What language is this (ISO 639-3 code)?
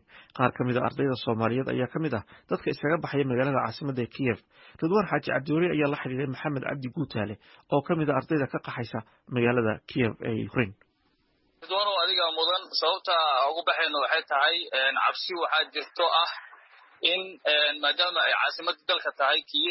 som